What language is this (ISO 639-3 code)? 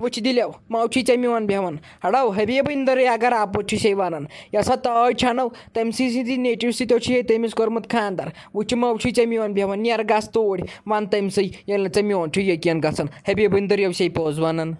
kas